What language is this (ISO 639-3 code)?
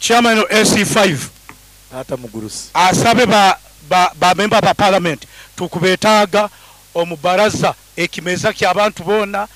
nyo